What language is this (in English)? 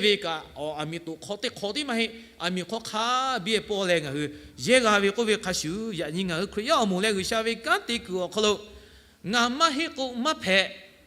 Lahu